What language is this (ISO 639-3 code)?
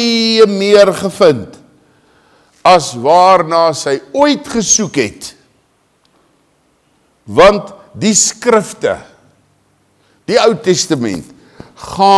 afr